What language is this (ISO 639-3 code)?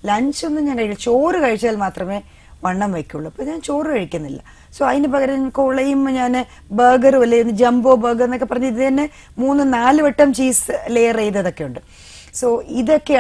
mal